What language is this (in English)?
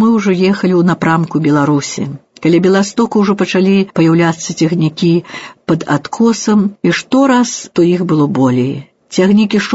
Belarusian